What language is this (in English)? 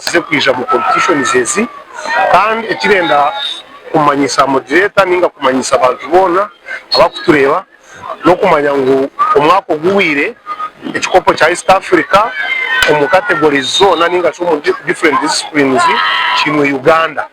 Nyankole